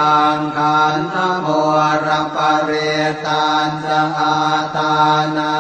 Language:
Pali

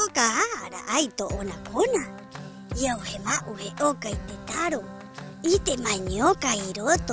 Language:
Rapanui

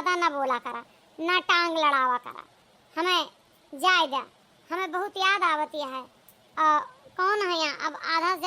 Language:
Awadhi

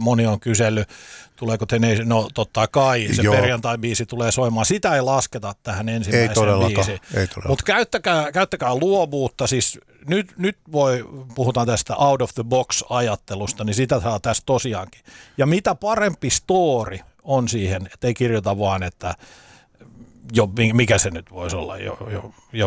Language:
Finnish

